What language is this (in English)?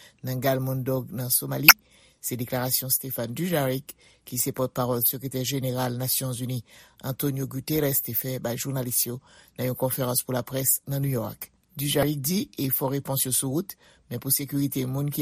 Haitian Creole